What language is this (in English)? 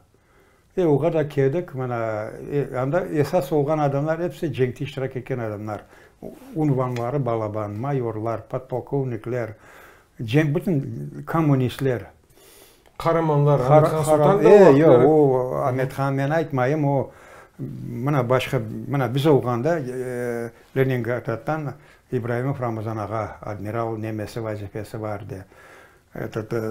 Crimean Tatar